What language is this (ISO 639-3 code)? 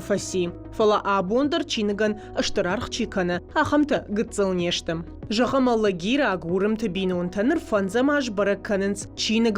oss